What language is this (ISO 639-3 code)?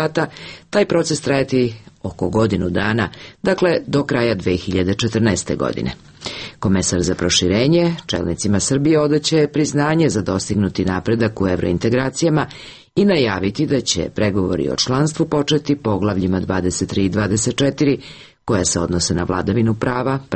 srp